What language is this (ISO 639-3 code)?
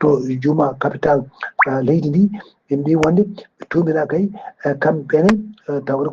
ful